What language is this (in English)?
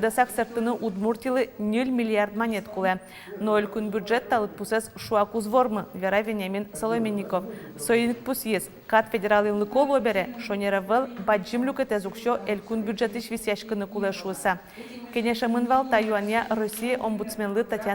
Udmurt